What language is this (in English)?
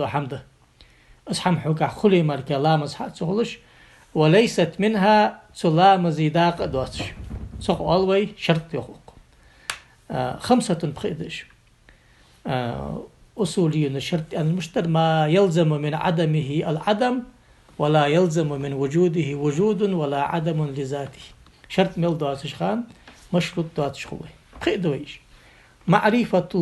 Ingush